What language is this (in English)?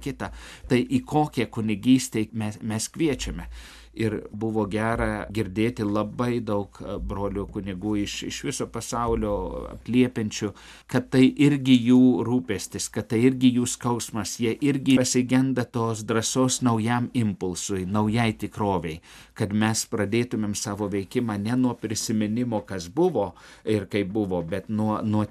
Lithuanian